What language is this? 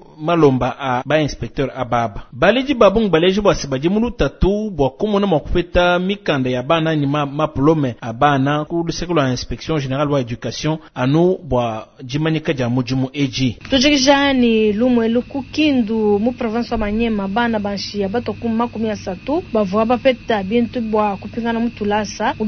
Luba-Lulua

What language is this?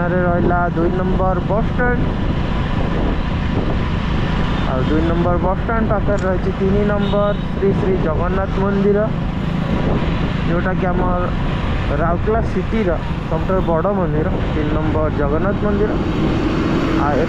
Odia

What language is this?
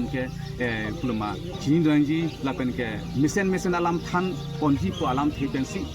Karbi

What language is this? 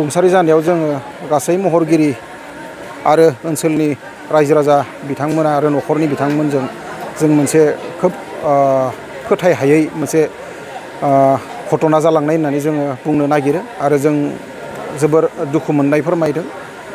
Bodo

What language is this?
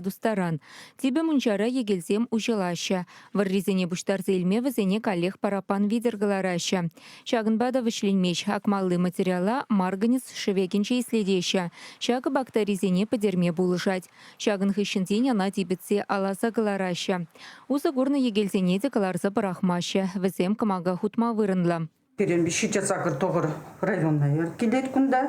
Chuvash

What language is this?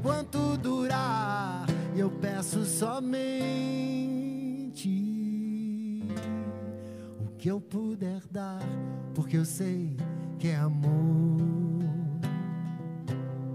Portuguese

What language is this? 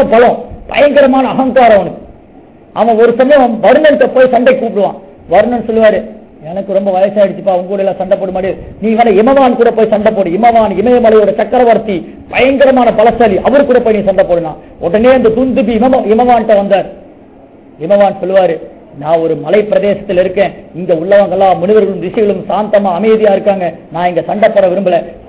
Tamil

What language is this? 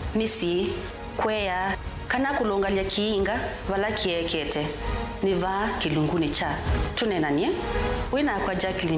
Kamba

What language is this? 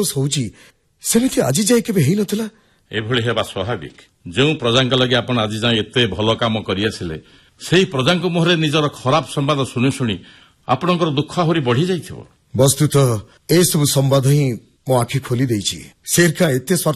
Odia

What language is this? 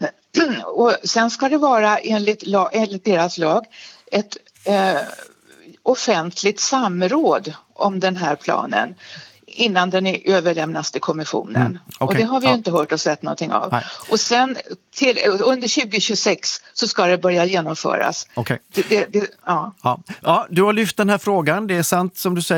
Swedish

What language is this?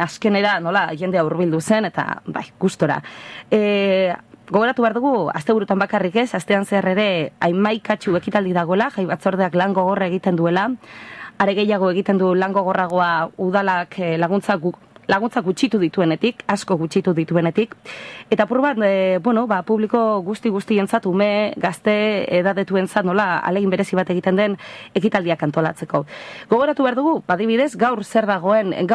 Basque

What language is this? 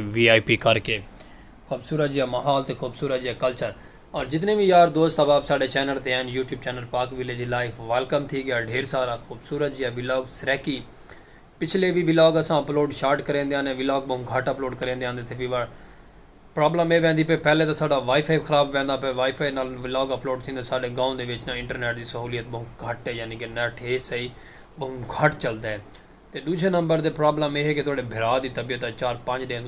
Saraiki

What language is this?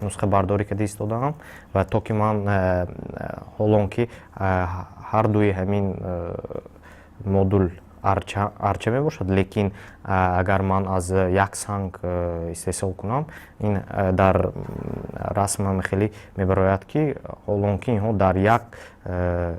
Tajik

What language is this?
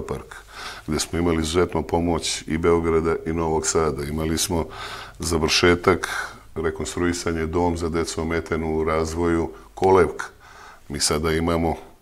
Serbian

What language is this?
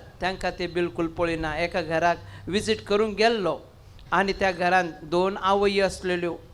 Konkani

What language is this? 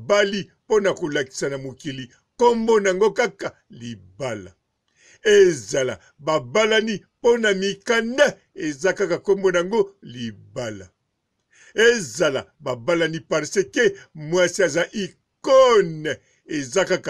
Lingala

